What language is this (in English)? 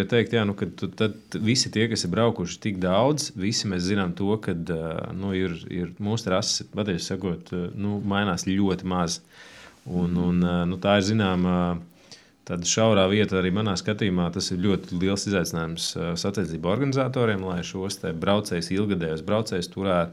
Latvian